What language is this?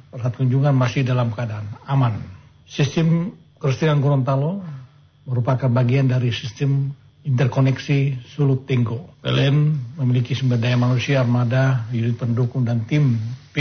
Indonesian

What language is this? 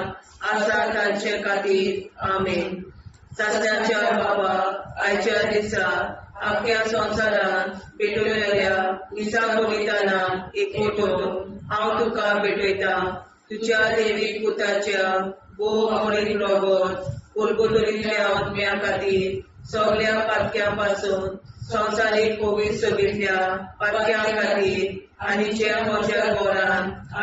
Konkani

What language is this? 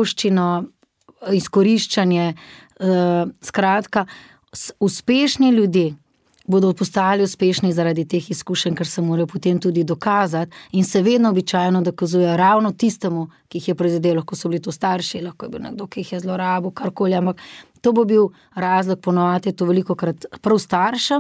Slovenian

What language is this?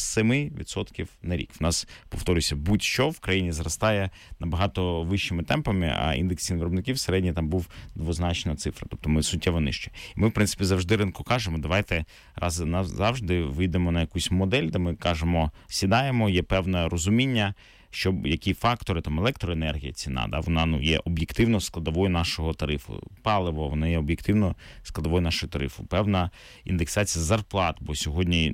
Ukrainian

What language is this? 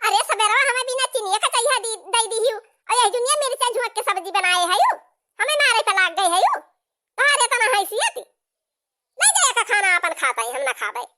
Awadhi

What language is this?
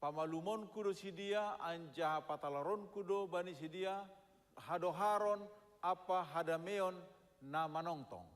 Batak Simalungun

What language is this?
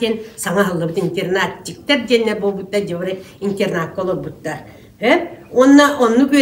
Yakut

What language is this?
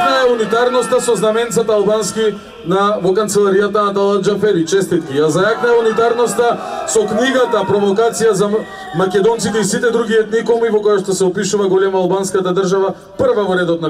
Macedonian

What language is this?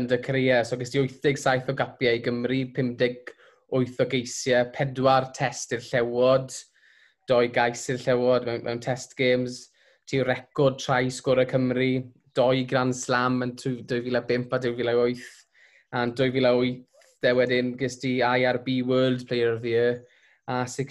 Welsh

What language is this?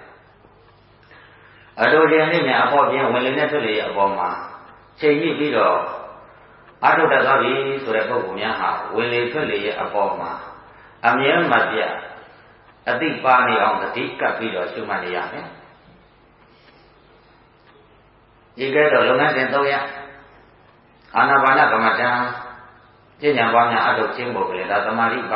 Burmese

